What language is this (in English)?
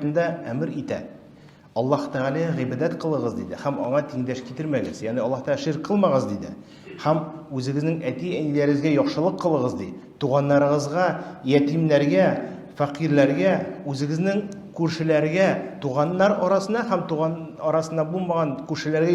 Tatar